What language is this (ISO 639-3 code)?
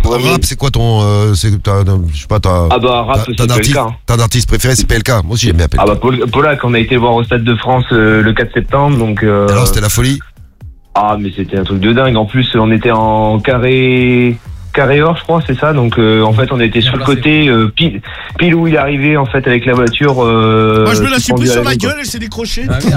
fra